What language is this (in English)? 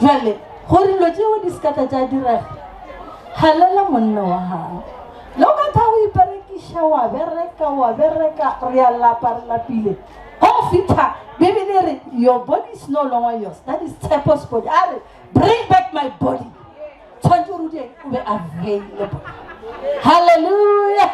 Northern Sotho